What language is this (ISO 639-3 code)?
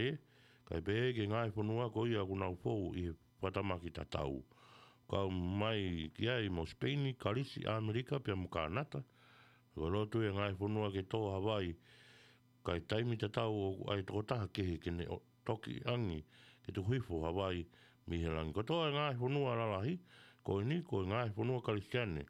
ton